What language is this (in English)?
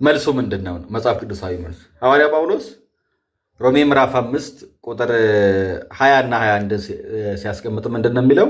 Amharic